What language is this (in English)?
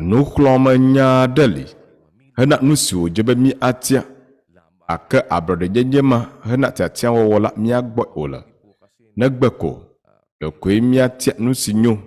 Ewe